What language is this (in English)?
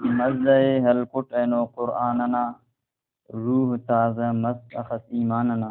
Brahui